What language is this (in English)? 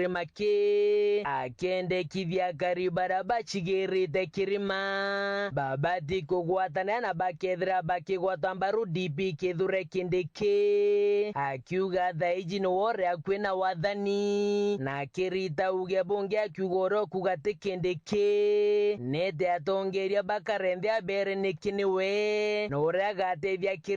Meru